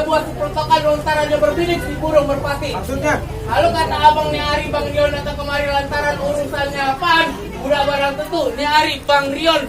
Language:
Betawi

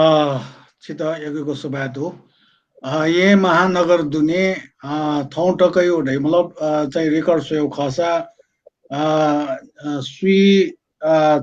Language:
Newari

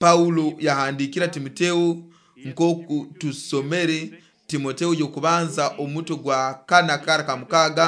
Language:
Nyoro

